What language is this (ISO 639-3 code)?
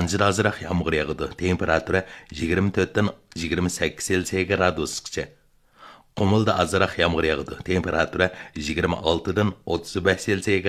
uig